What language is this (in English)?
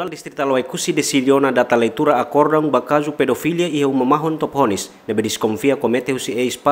Tetum